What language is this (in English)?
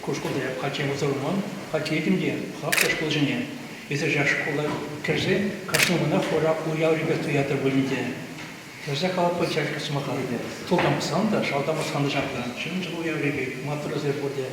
Chuvash